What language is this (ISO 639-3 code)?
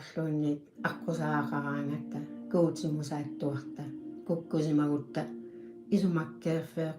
kal